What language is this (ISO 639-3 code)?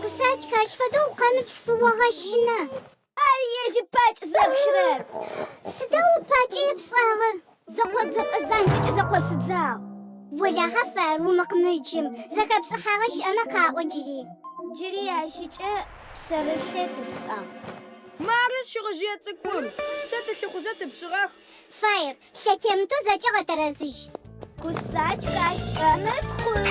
ady